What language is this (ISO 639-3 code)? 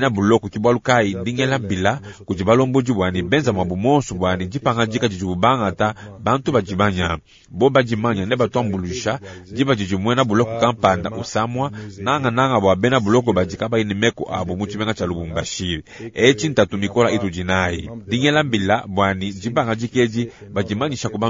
lua